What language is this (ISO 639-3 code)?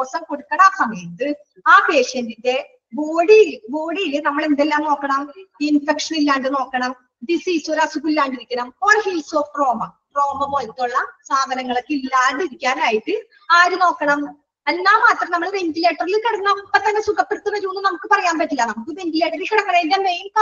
mal